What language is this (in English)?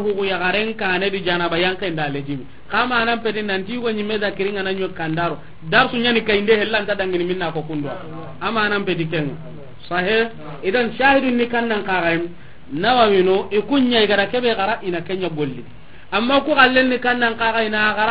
Soninke